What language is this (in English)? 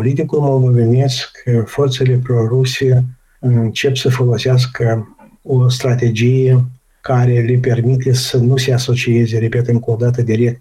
Romanian